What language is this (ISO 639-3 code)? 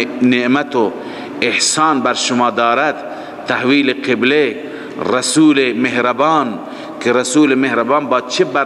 fas